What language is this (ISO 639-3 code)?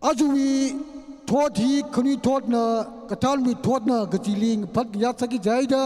nmf